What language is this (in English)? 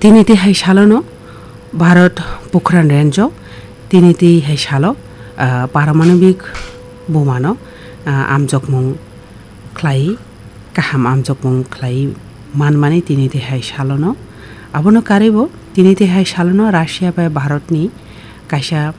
Kok Borok